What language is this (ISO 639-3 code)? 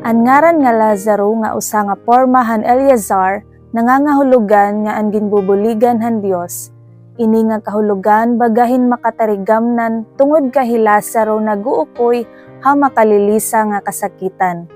war